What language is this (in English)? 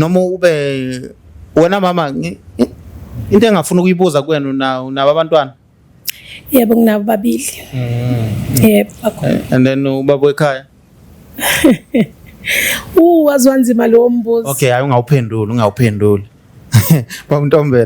Zulu